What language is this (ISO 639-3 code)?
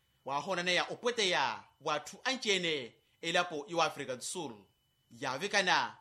vmw